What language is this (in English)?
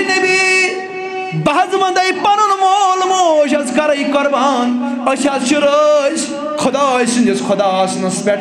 Kashmiri